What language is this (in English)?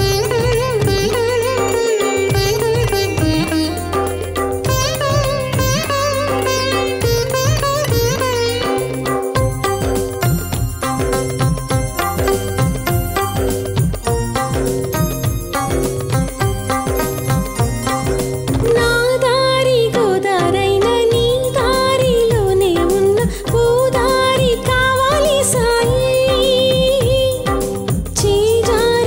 Telugu